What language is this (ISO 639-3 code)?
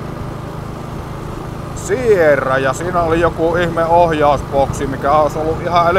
fin